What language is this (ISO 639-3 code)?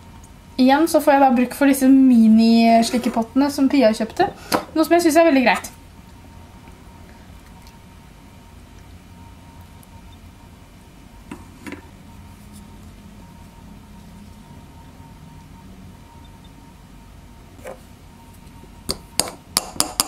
nor